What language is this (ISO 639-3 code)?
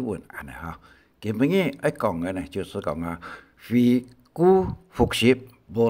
hak